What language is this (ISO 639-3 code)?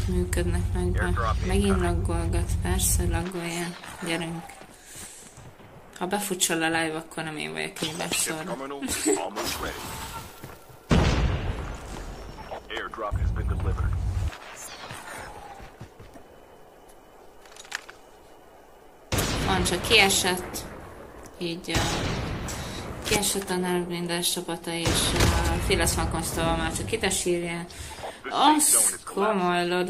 hun